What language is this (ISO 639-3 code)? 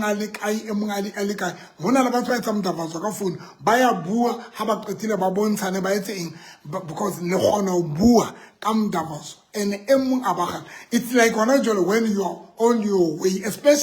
sot